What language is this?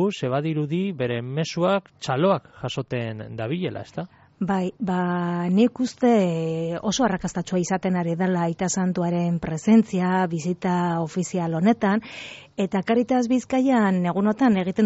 Basque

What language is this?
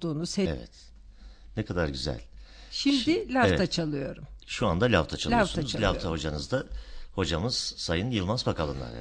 Turkish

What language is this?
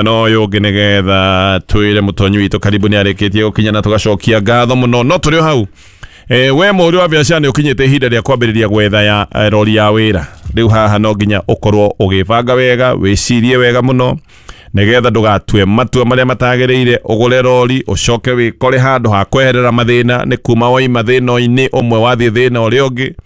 Kikuyu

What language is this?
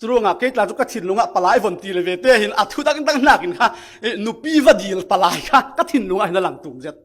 Falam Chin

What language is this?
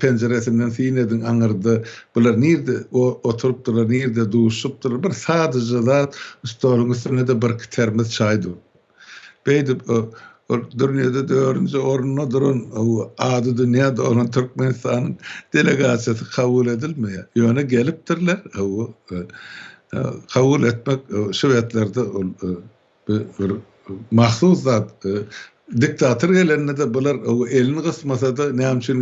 Turkmen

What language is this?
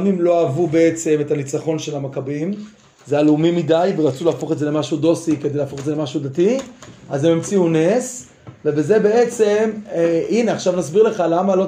Hebrew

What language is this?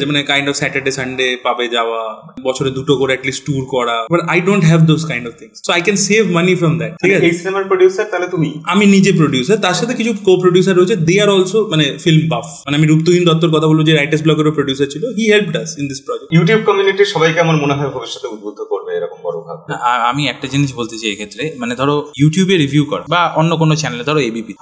Bangla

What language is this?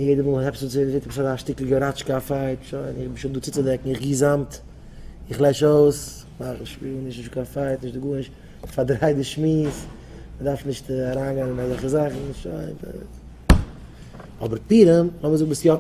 Yiddish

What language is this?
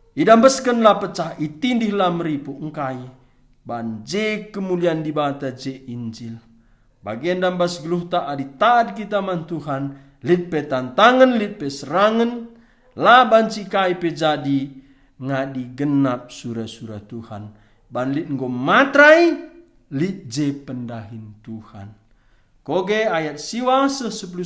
Batak Karo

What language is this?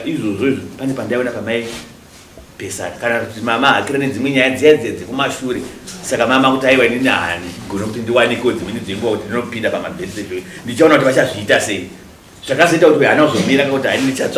Shona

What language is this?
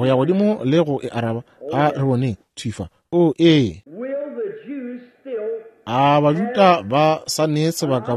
Northern Sotho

